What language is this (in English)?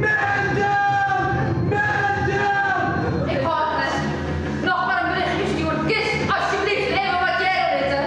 Western Frisian